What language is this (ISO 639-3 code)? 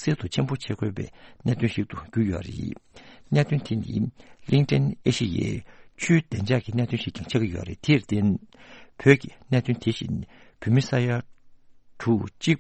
bod